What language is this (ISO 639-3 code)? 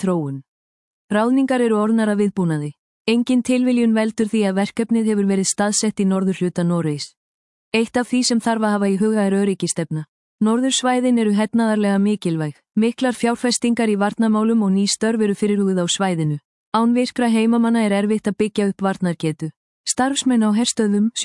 isl